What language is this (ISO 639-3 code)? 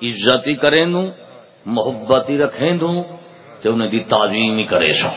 skr